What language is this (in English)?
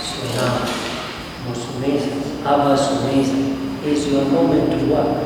Nyankole